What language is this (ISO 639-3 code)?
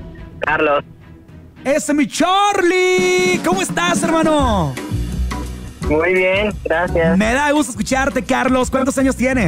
spa